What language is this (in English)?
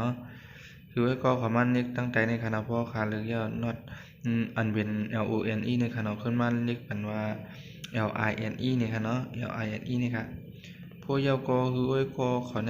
Shan